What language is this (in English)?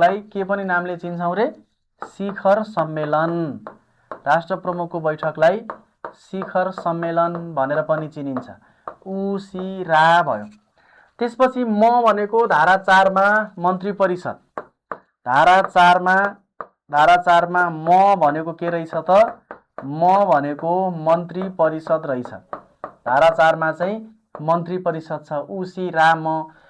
Nepali